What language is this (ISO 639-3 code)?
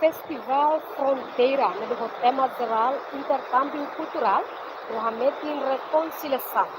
tet